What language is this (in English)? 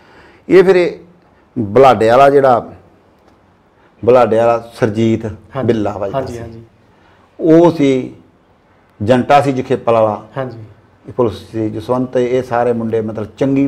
Punjabi